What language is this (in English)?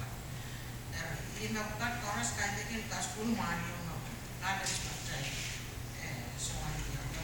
Pohnpeian